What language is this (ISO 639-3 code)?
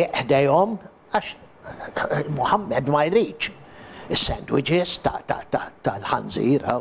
mlt